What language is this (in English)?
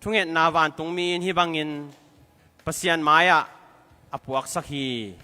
Tedim Chin